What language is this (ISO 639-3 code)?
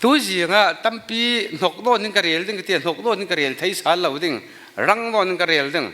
cfm